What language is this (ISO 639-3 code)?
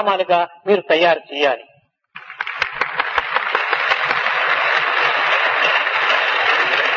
tel